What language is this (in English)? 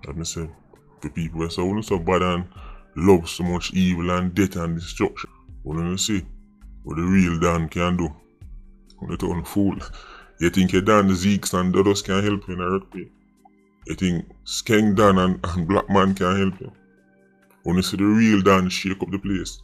Jamaican Creole English